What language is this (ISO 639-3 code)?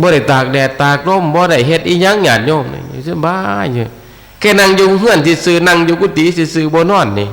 tts